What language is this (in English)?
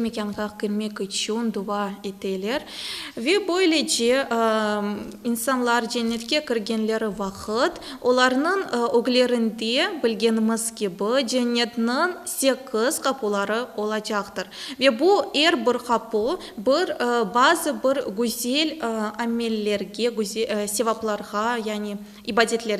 Crimean Tatar